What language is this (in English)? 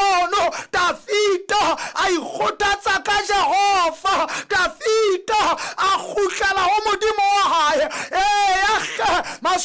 Southern Sotho